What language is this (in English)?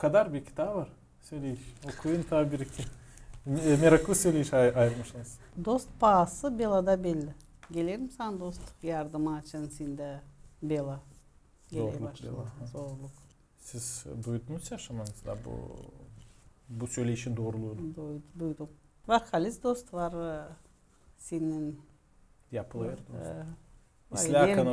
Gagauz